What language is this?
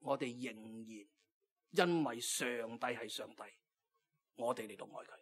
Cantonese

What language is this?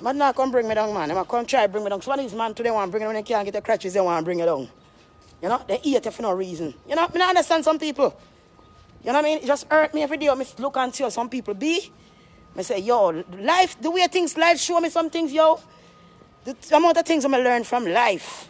Jamaican Creole English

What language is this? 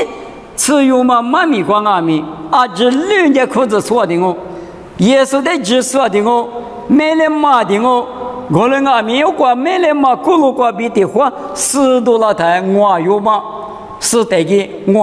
Lisu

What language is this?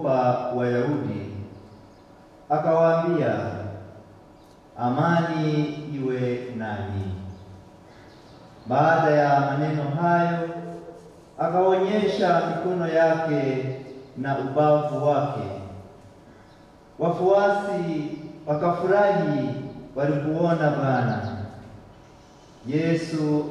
Swahili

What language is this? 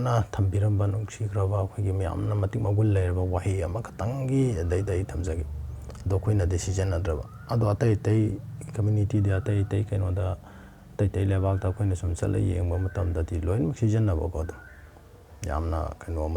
Manipuri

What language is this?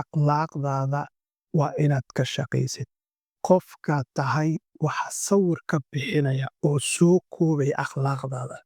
Somali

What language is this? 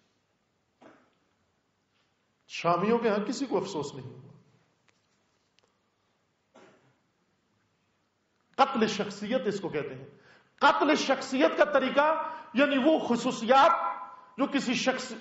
Urdu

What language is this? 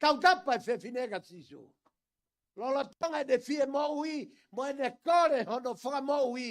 Tongan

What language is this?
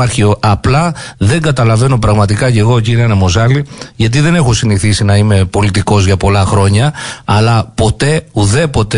Greek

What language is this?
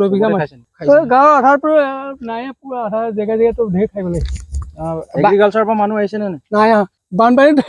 Assamese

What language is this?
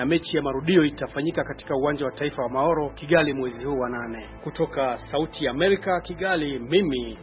Swahili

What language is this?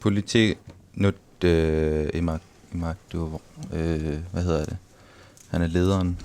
Kalaallisut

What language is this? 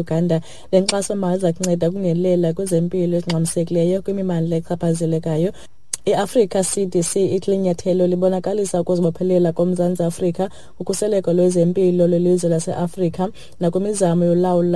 Xhosa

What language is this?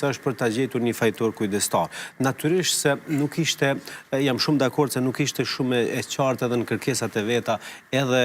Albanian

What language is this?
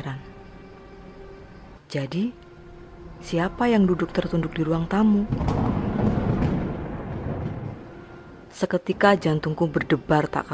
Indonesian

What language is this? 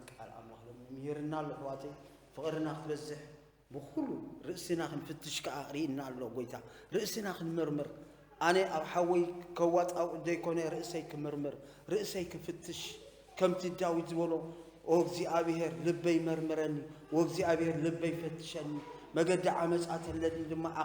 Tigrinya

